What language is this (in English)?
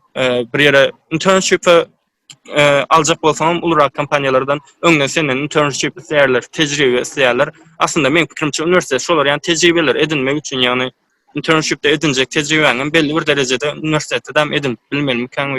Turkmen